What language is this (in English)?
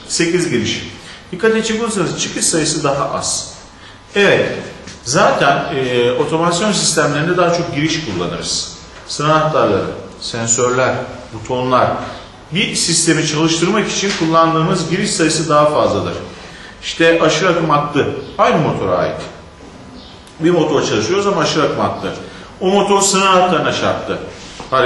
Turkish